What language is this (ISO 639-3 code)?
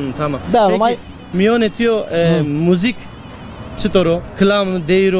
zza